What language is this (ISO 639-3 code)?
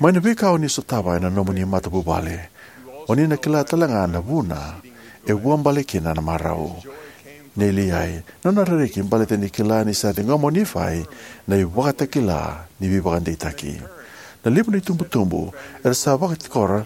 fij